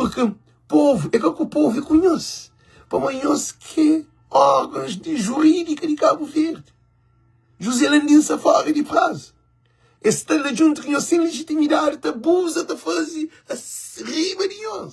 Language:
Kabuverdianu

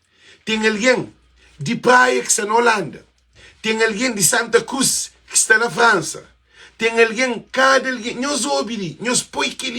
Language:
Kabuverdianu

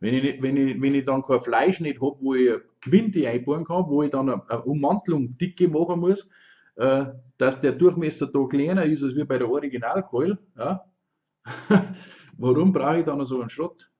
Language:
Bavarian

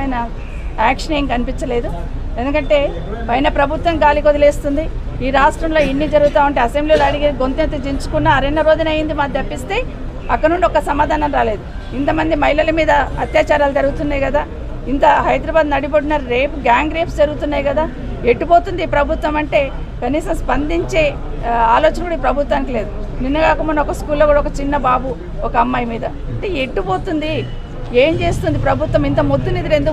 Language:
Telugu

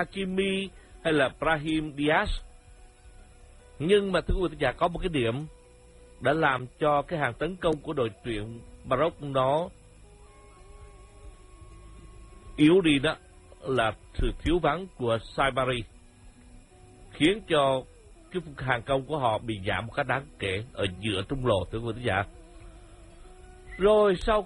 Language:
Vietnamese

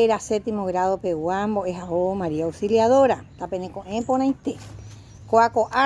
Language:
Guarani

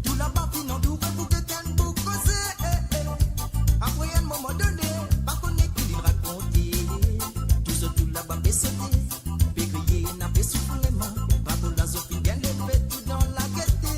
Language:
Morisyen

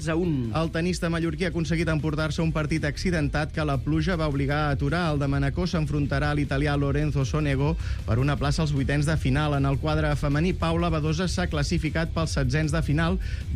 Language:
Catalan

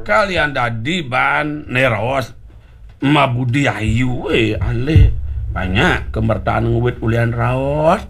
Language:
Balinese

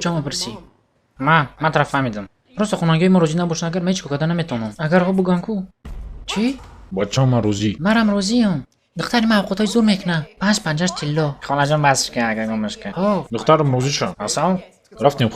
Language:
Tajik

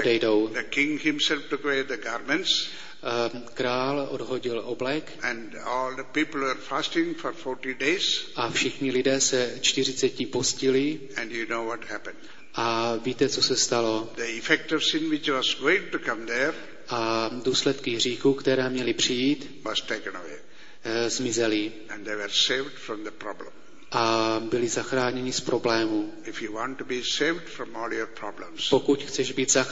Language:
Czech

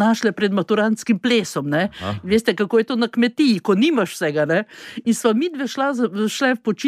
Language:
Slovenian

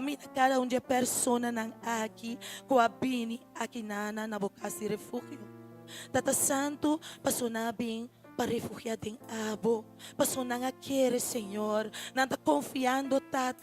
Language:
Papiamento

